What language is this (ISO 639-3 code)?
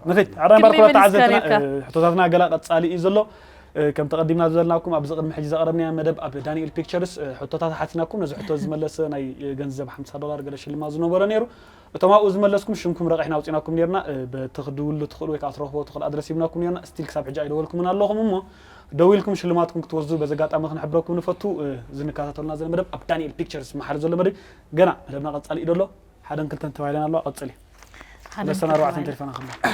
tir